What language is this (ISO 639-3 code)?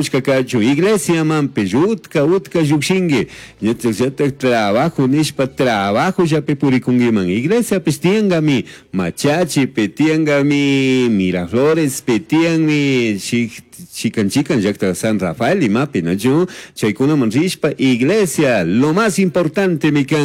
qug